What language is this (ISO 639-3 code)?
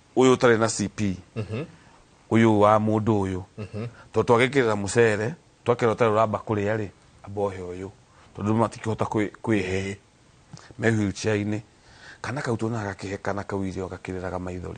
kik